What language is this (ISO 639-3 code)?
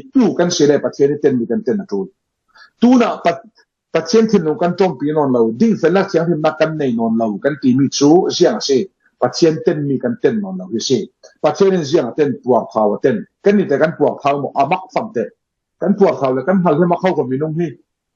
cfm